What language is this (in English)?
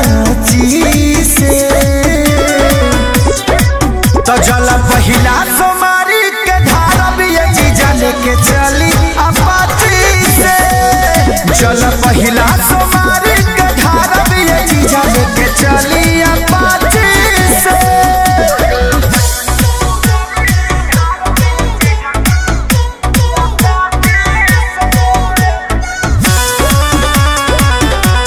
Bhojpuri